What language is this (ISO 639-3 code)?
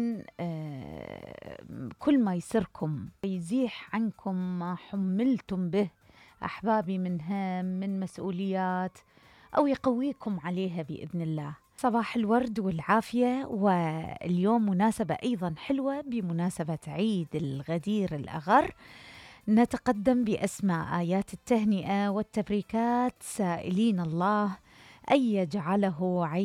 acm